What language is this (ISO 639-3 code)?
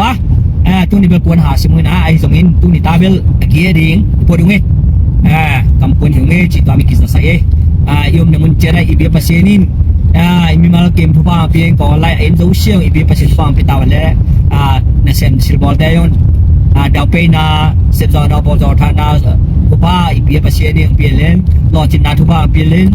ctd